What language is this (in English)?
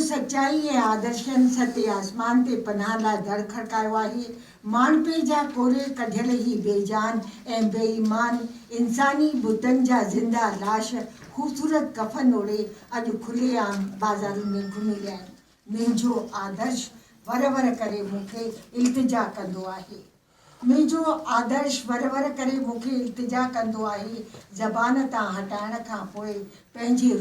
Sindhi